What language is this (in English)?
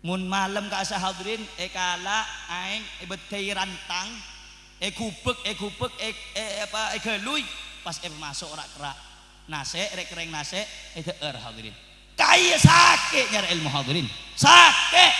Madurese